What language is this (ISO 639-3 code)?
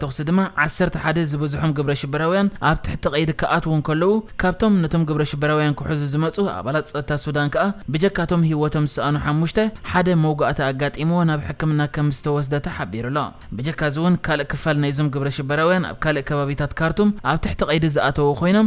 tir